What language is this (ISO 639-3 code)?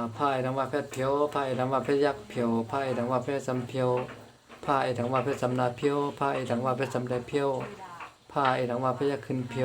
shn